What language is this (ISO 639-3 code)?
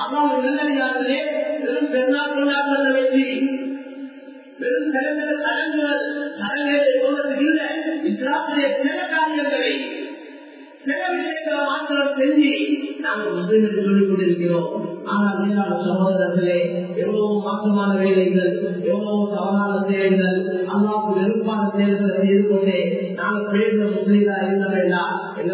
tam